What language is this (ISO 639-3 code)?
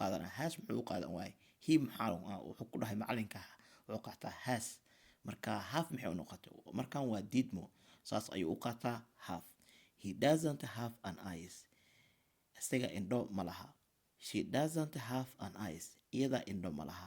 som